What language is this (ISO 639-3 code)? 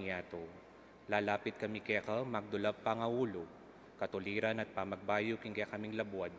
pam